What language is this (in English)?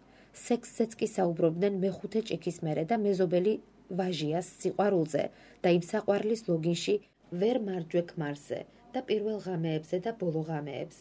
Georgian